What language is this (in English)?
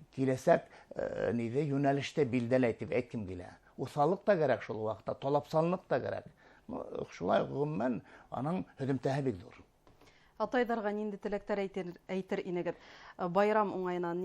Bashkir